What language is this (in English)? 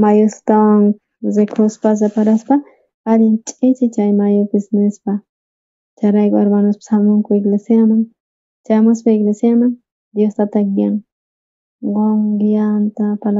South Bolivian Quechua